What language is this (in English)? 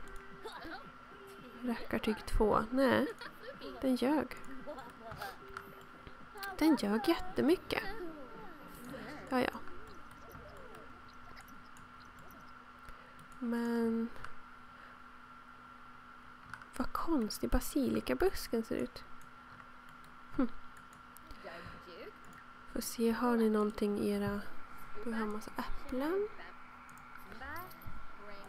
Swedish